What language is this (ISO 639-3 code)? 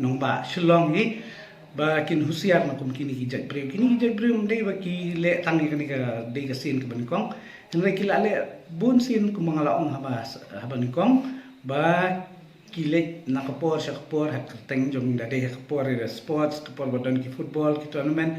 kha